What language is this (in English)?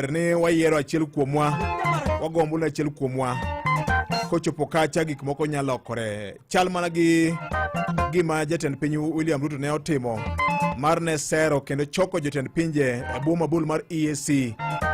Luo (Kenya and Tanzania)